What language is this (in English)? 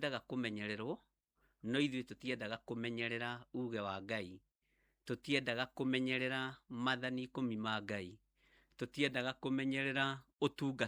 Kikuyu